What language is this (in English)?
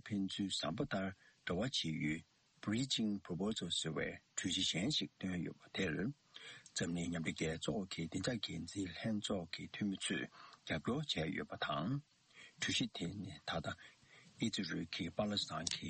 Tibetan